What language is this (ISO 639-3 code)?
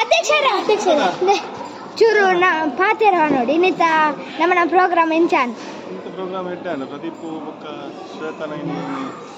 tcy